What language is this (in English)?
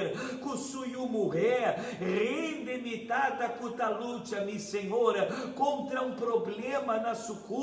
Papiamento